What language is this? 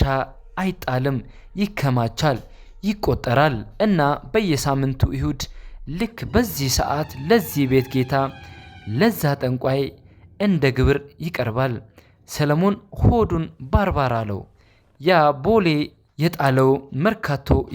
Amharic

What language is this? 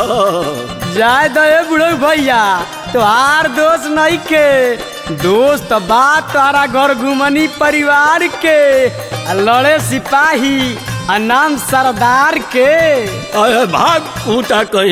Bhojpuri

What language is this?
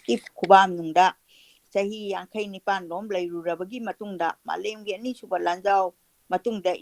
Manipuri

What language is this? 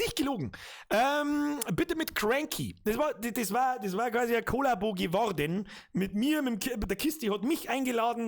Bavarian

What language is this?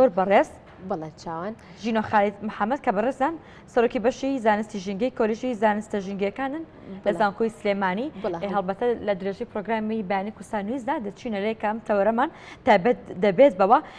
Central Kurdish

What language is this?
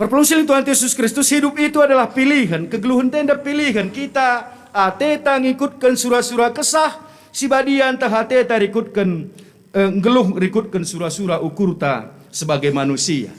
Batak Karo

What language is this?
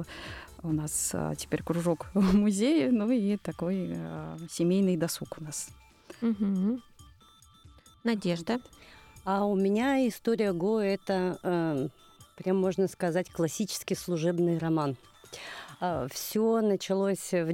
Russian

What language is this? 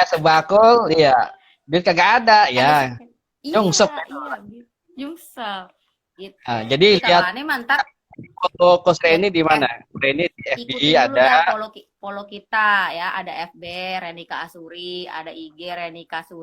Betawi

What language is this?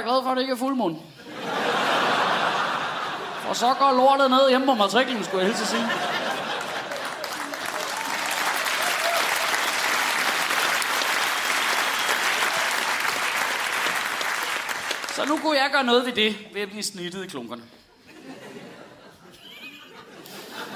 Danish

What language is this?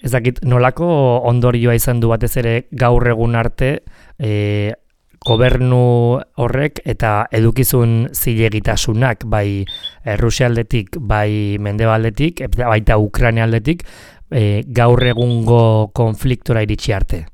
Basque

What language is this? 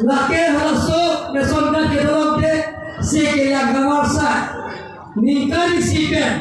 Karbi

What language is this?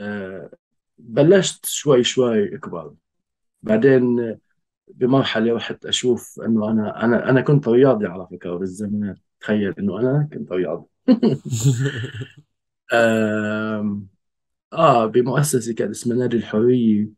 North Levantine Arabic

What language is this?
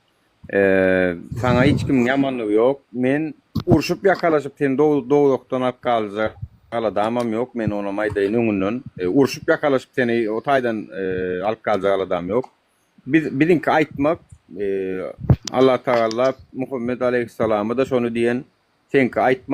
Turkmen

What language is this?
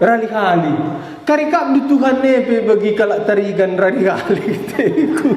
Batak Karo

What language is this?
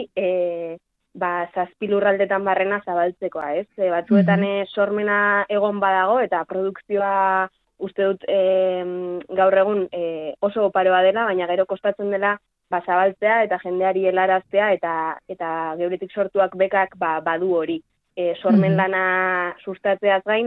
Basque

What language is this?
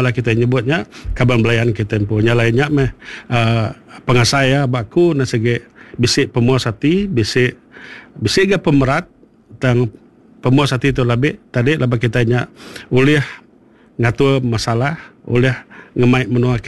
Iban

